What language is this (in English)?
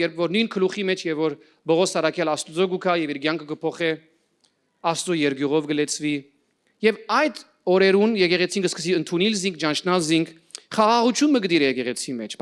Western Armenian